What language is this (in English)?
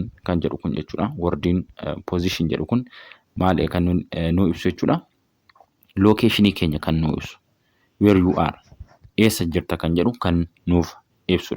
Oromo